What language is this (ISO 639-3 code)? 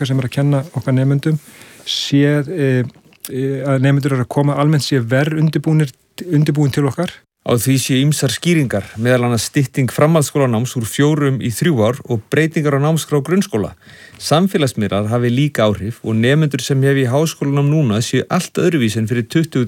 isl